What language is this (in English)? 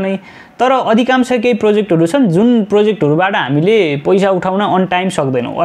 Nepali